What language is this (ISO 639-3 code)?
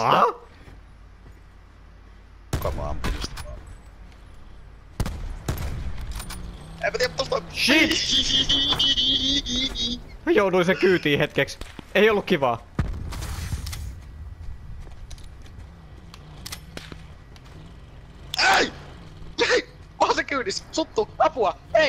fin